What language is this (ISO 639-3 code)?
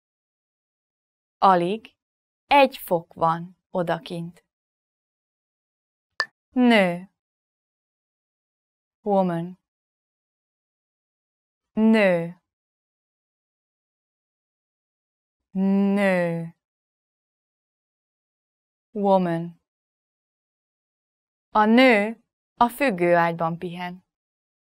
hun